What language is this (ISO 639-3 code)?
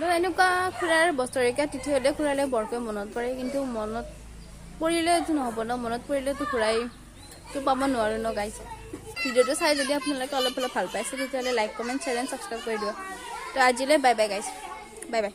asm